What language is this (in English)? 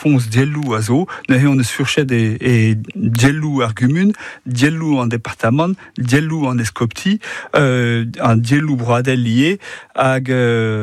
Breton